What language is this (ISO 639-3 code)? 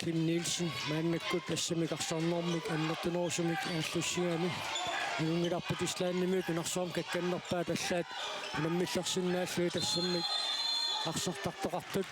kal